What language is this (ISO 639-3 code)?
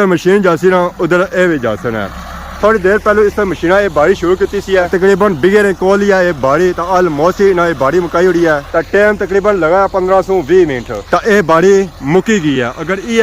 phr